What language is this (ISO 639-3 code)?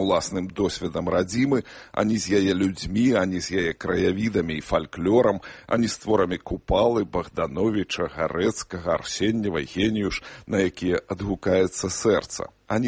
bel